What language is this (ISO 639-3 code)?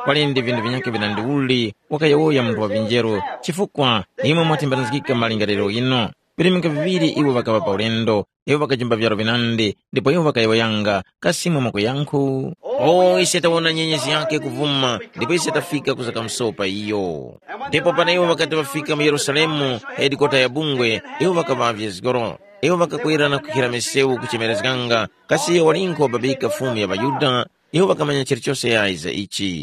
tum